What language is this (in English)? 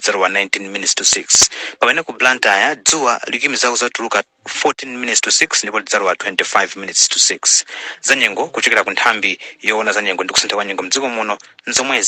Nyanja